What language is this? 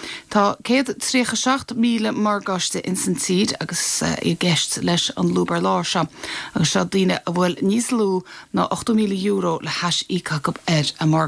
Irish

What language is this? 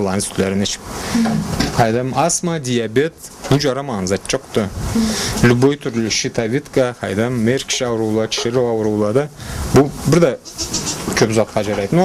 Karachay-Balkar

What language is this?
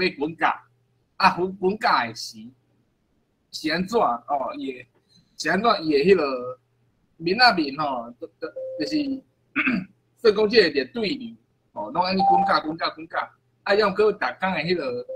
Min Nan Chinese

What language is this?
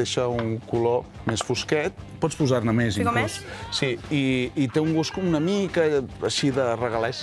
Catalan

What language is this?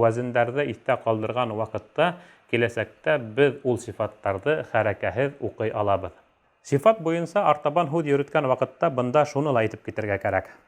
Bashkir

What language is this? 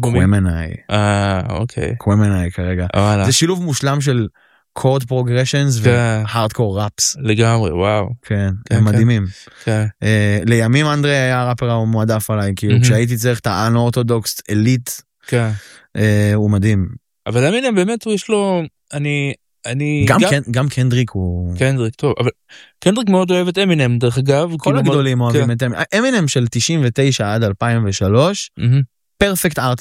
Hebrew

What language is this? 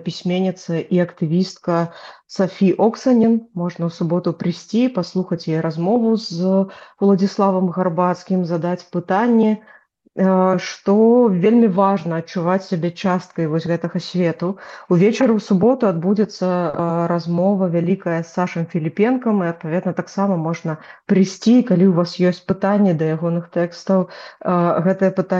Belarusian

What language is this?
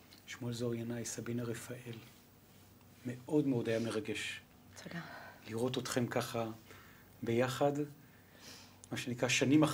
Hebrew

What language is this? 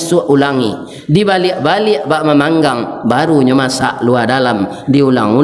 Minangkabau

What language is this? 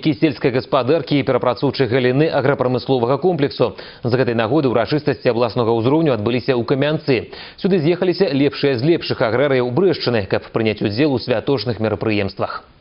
Belarusian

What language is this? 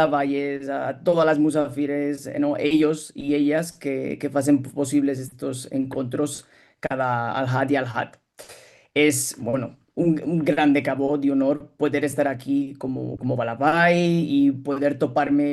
Ladino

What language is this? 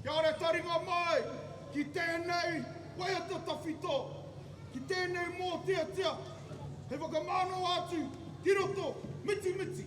Māori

